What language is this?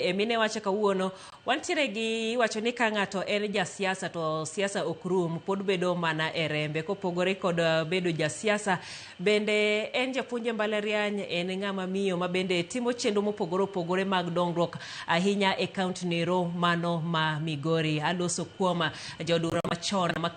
Luo (Kenya and Tanzania)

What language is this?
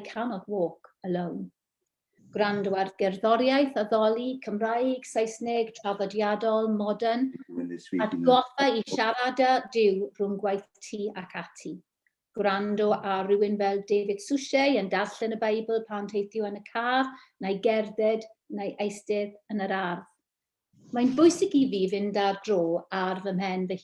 Welsh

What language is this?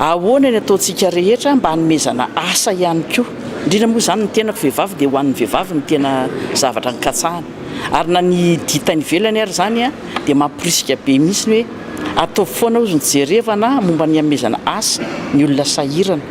Malagasy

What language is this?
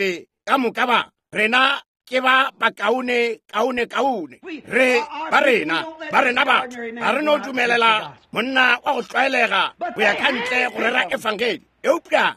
Northern Sotho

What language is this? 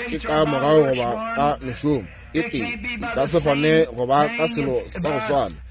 Northern Sotho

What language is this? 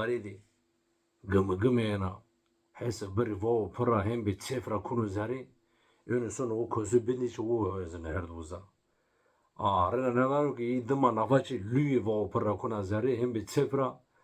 Zaza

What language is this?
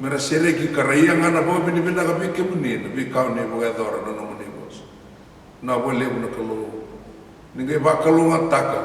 Fijian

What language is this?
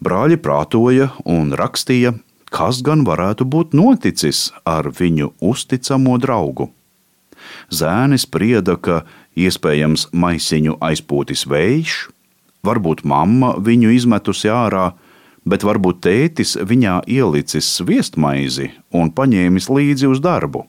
Latvian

